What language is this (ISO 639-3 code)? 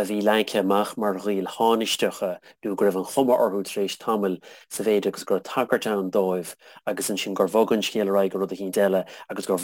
gle